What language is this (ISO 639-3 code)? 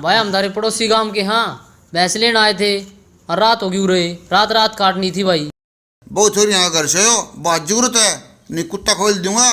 bgc